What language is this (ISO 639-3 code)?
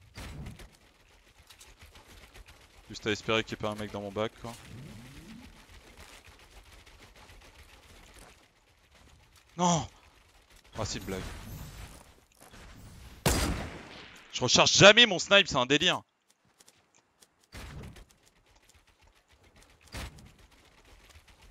fra